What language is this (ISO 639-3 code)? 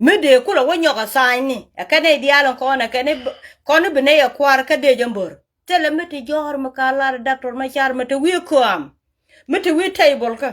nus